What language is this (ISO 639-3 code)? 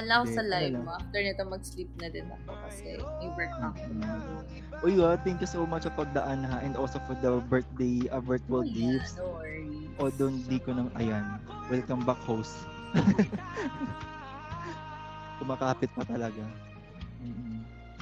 fil